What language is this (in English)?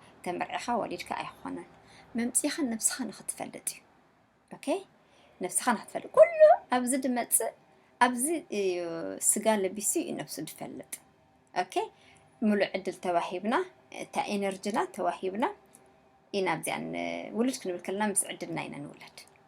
Tigrinya